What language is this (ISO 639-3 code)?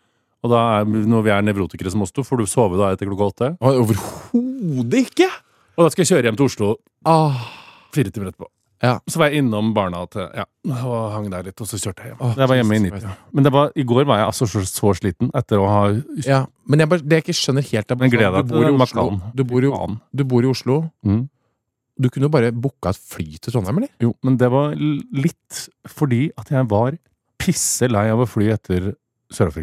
nor